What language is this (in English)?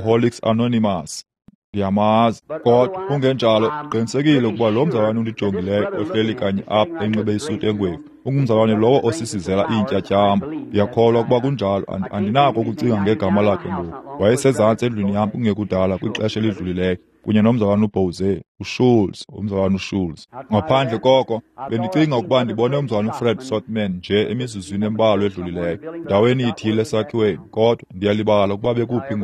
Xhosa